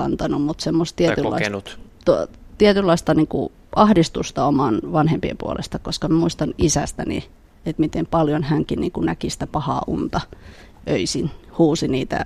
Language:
Finnish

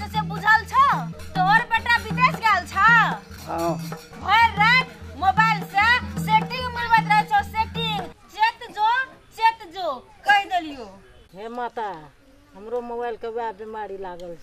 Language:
Maithili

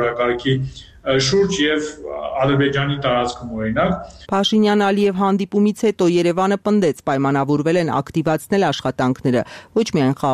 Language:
Armenian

